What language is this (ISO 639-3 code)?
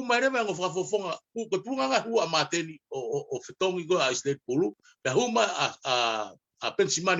ton